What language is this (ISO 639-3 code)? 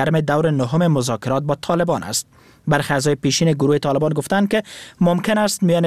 fas